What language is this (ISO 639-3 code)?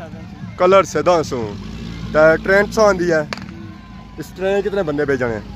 phr